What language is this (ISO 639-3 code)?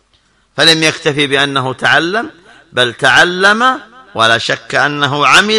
ara